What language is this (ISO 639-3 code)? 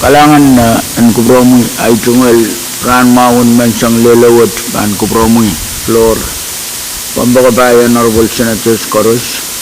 pon